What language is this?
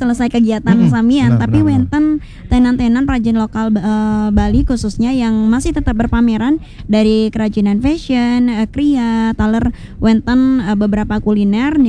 Balinese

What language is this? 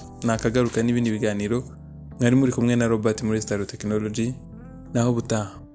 Kinyarwanda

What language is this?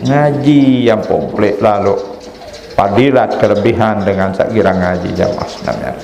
Sasak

